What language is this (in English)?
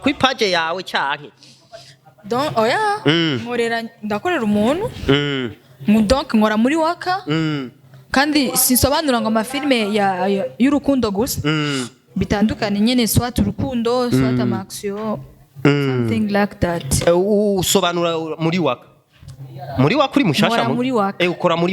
Rundi